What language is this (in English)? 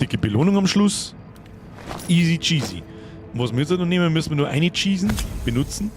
Bavarian